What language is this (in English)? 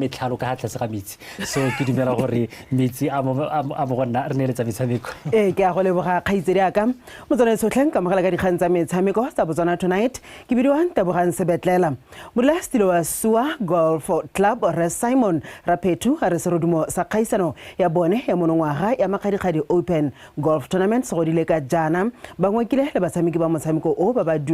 Tswana